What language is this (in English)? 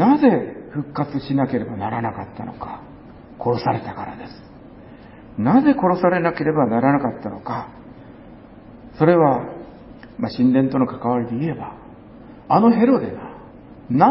Japanese